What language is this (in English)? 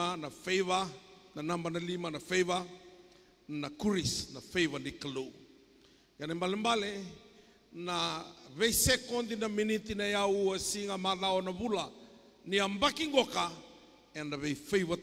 Fijian